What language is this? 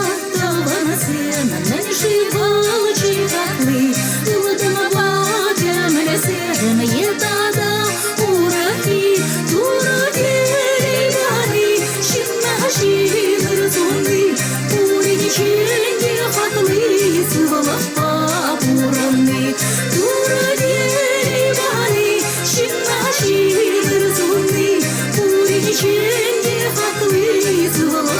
Chuvash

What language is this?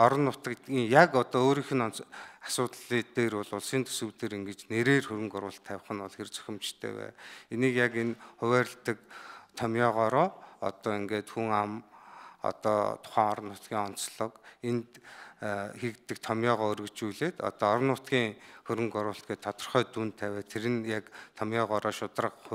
Mongolian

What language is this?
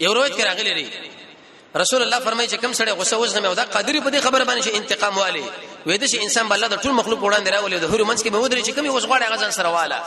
Pashto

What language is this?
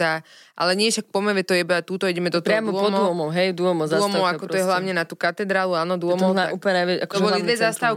Slovak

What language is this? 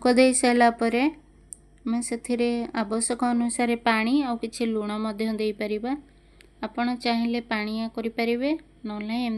Odia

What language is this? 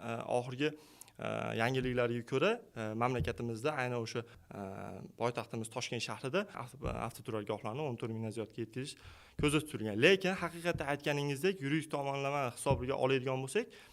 Uzbek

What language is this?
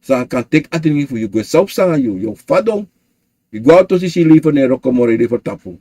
Sranan Tongo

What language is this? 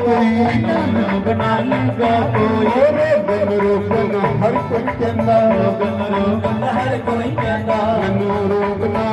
Dogri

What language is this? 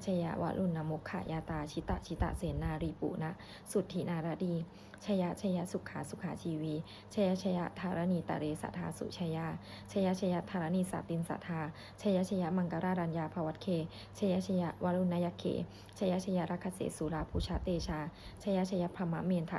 Pali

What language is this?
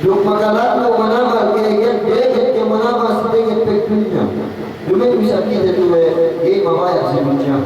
Yakan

